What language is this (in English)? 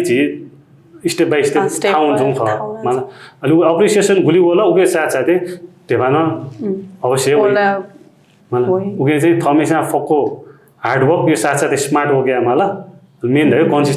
Newari